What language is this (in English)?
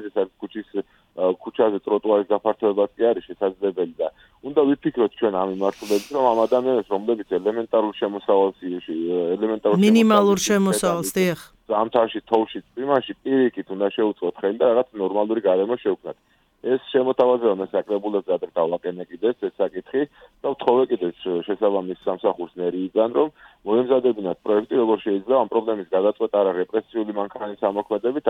Georgian